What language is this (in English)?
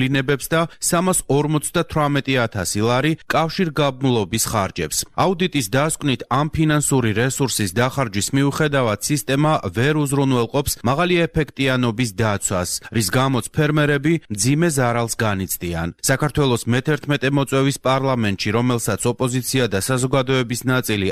Georgian